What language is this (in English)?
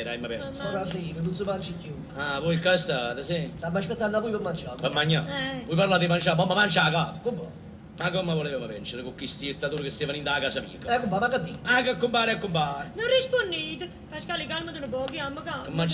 Neapolitan